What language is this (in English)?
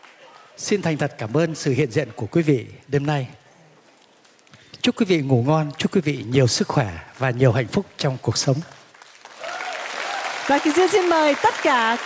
Vietnamese